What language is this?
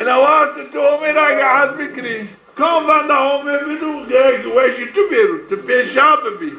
Zaza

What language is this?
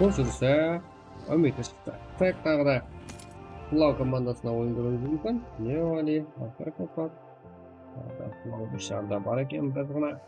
Kara-Kalpak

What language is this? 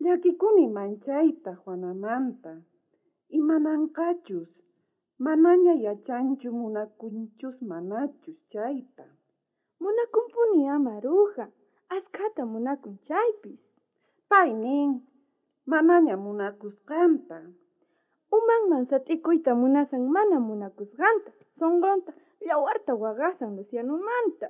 South Bolivian Quechua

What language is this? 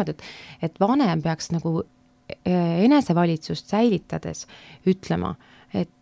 Estonian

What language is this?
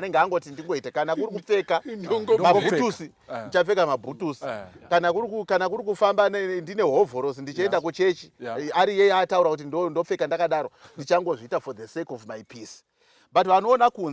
Shona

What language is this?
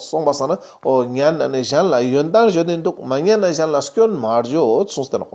Ladakhi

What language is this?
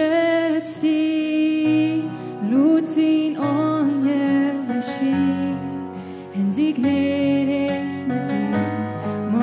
Plautdietsch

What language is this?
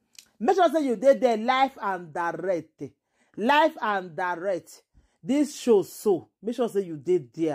Nigerian Pidgin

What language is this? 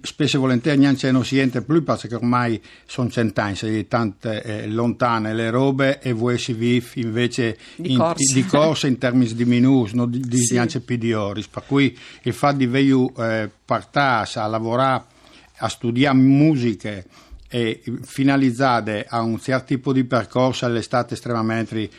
Friulian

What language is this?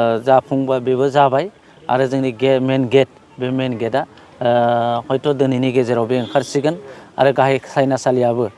Bodo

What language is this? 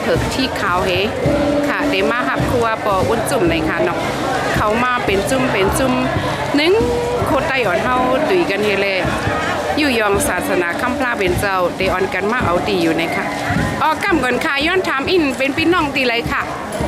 Shan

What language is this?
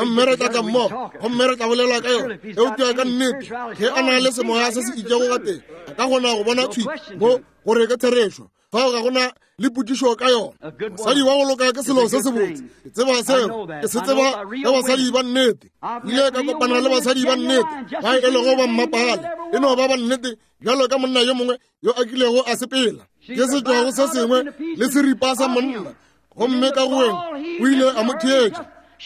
Northern Sotho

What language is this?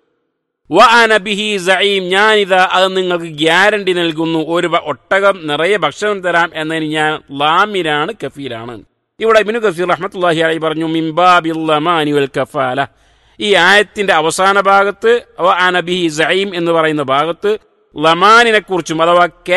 Malayalam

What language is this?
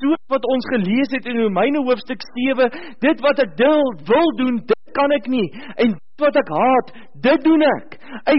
Afrikaans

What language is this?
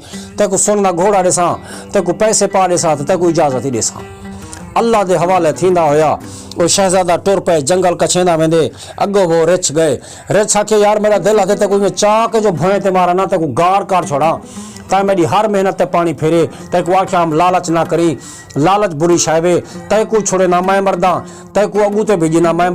Saraiki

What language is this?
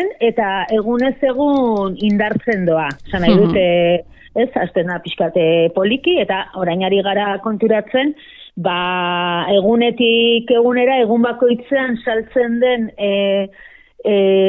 Basque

